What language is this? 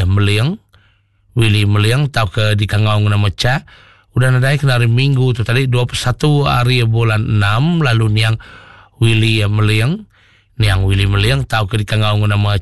Iban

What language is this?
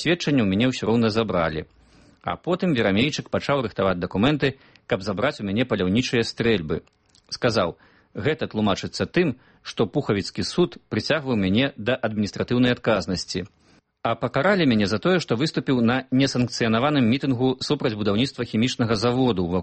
Belarusian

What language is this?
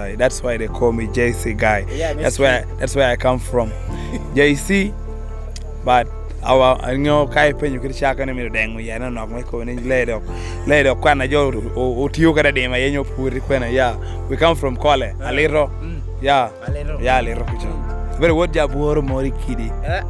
Lango (Uganda)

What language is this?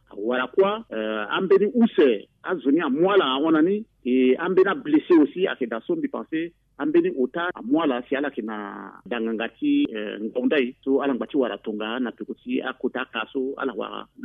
Sango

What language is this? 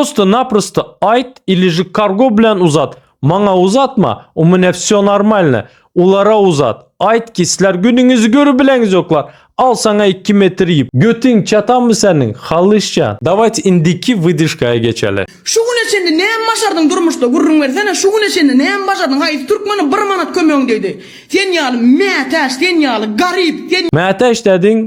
Turkmen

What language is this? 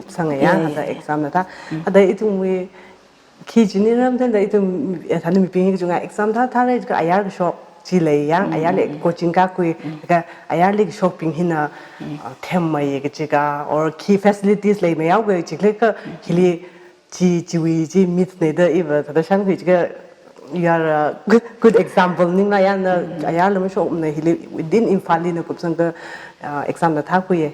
Tangkhul Naga (India)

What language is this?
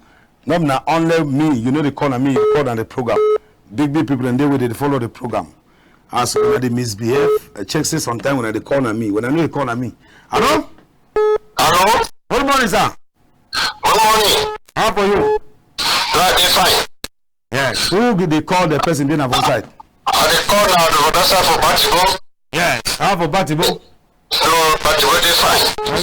Cameroon Pidgin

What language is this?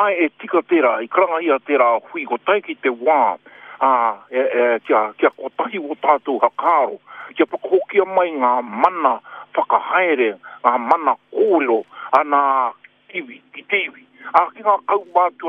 Māori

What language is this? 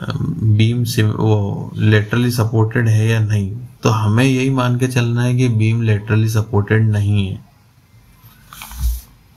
Hindi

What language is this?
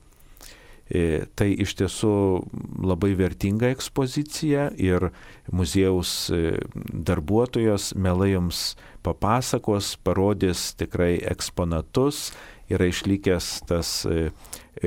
Lithuanian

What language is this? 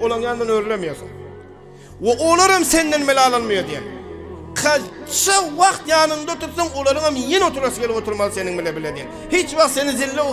Turkmen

